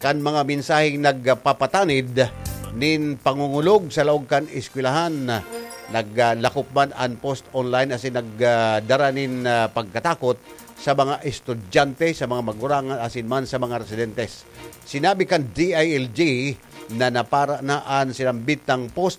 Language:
Bikol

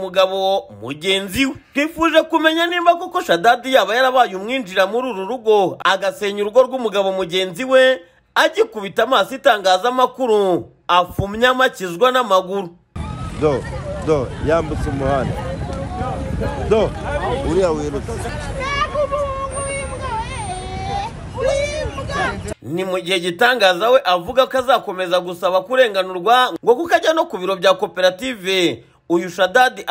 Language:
Kinyarwanda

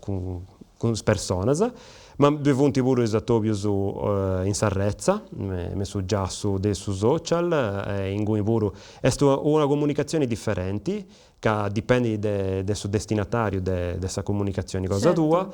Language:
Sardinian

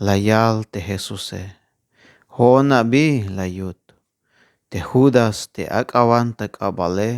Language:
Tzeltal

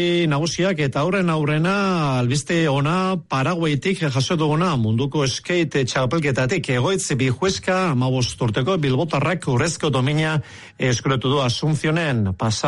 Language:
Basque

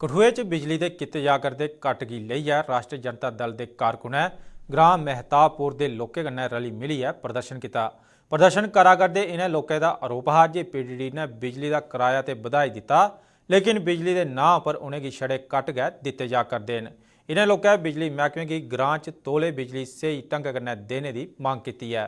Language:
Dogri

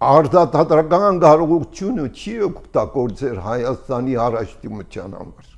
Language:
Armenian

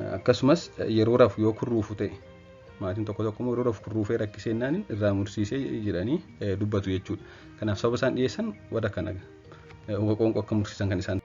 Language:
Oromo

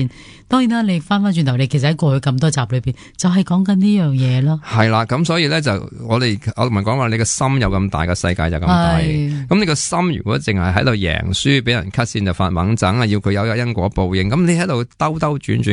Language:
Cantonese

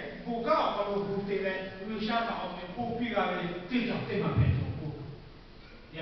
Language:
Lahu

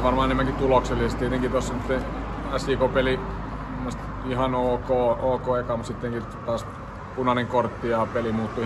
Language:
Finnish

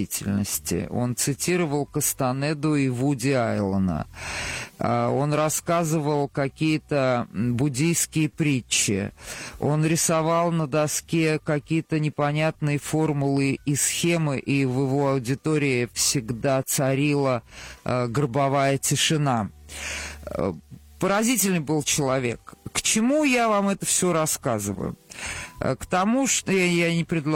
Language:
Russian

